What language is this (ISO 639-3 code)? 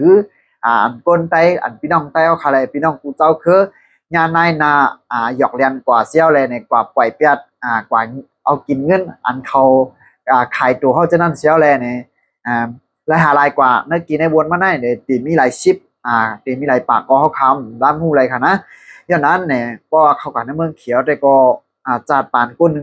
shn